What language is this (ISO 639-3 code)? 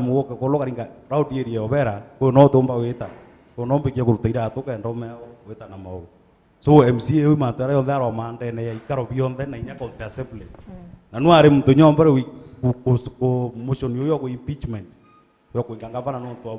mer